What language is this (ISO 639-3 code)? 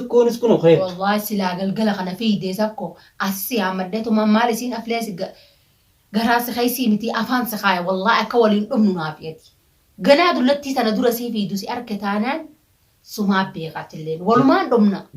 orm